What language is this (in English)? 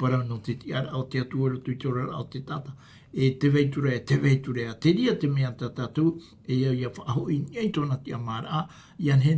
Tahitian